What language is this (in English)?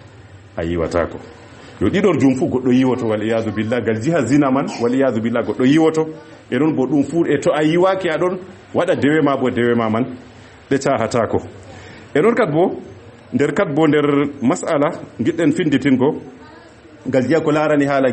Fula